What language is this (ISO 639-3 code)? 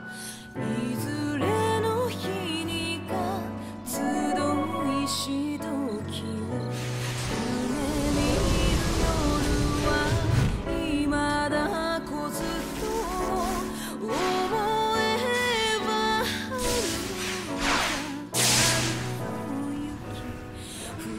jpn